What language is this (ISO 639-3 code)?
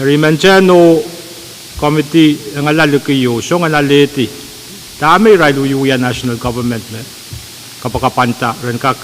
pon